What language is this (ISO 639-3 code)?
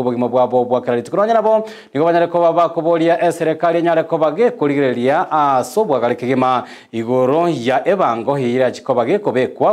guz